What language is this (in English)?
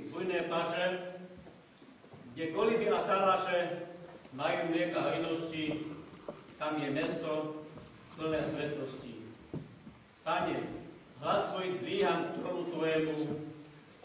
Slovak